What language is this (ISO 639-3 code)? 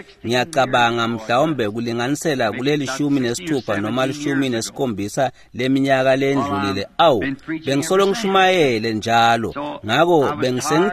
ssw